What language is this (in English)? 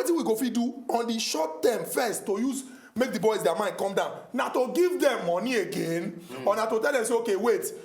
Nigerian Pidgin